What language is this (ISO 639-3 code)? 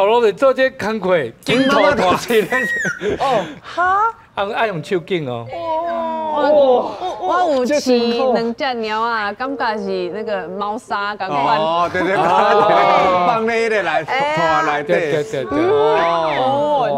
nan